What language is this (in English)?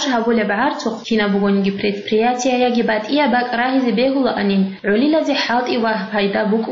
Avaric